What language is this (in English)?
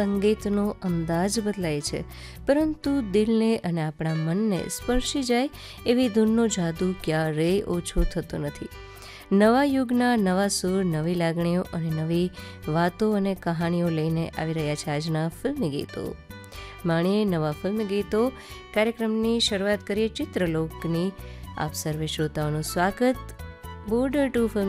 Gujarati